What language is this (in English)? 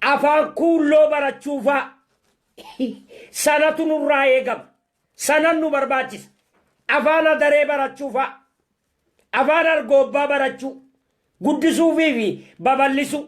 Oromo